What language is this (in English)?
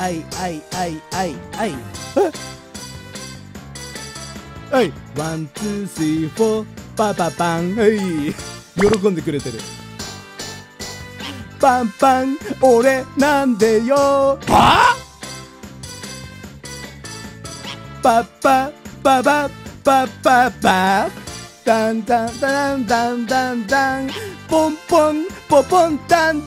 Japanese